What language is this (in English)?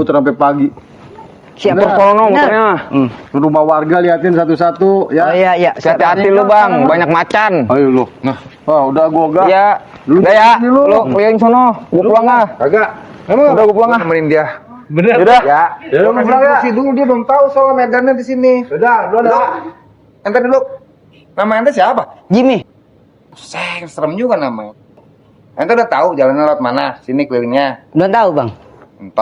Betawi